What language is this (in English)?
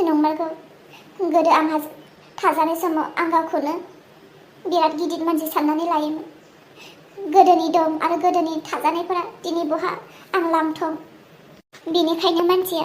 Bodo